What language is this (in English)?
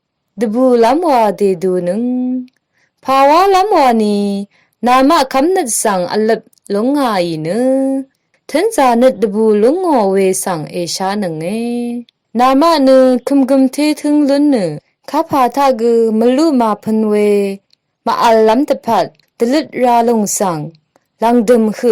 Rawang